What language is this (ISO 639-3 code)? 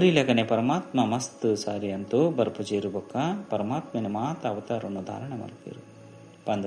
tcy